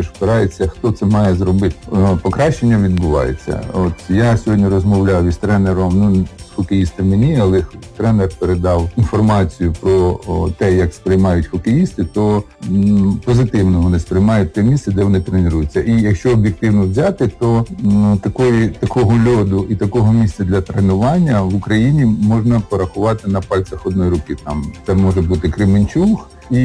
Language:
Ukrainian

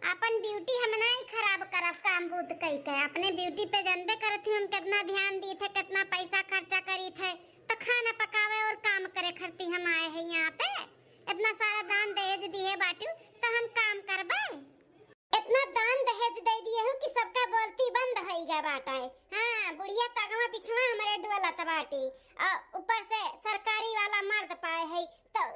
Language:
Awadhi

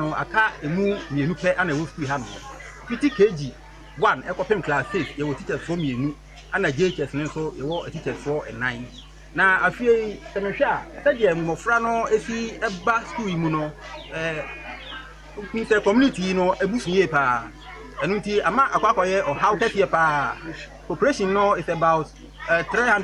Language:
Akan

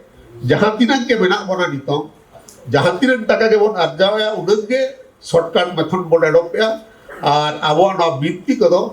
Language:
Santali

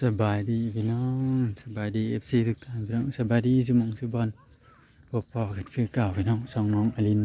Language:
Northeastern Thai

